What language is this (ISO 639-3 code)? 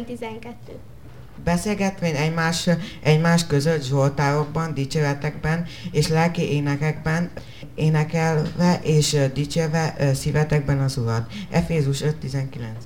hun